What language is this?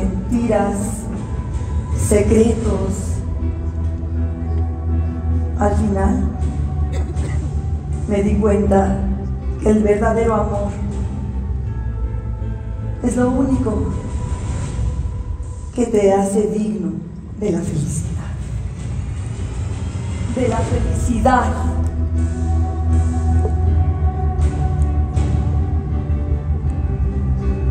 Spanish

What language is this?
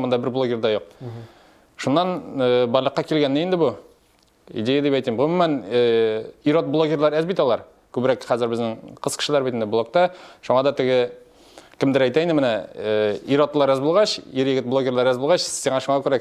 Tatar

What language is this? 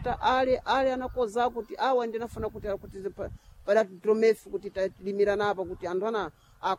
Sena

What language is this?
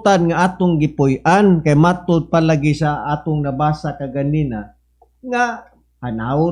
Cebuano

